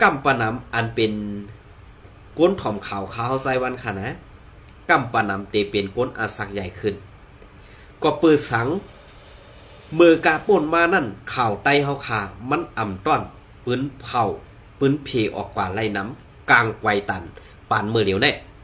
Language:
Shan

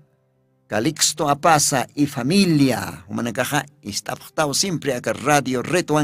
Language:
Aymara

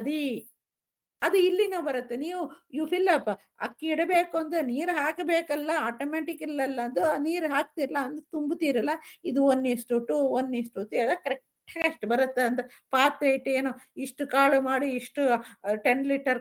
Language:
Kannada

